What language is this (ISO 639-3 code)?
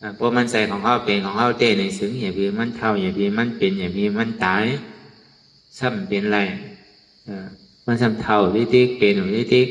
shn